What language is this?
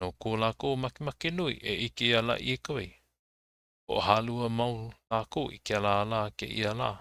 Hawaiian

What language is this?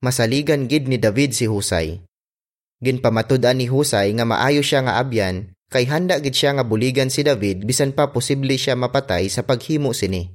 Hiligaynon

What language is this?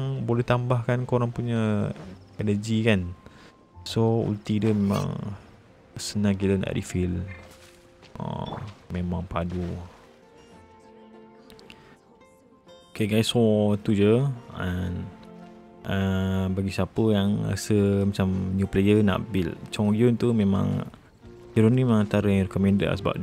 Malay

